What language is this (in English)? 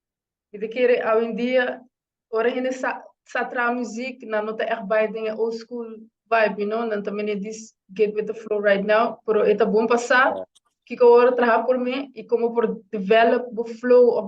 Papiamento